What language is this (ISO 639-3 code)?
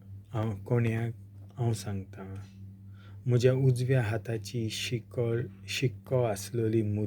kok